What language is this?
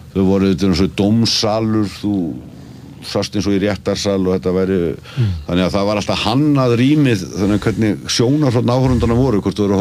Icelandic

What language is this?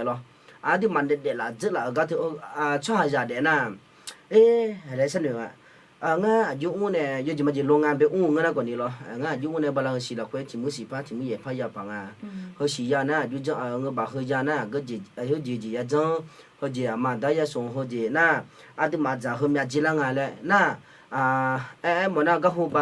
Akha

